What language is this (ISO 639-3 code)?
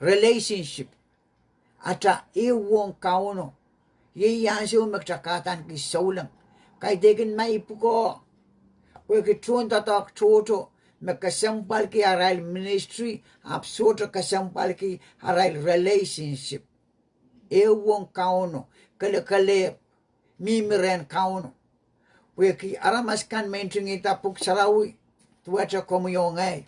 pon